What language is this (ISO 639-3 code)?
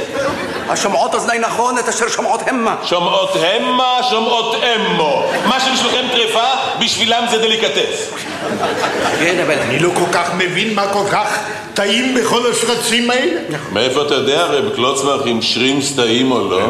heb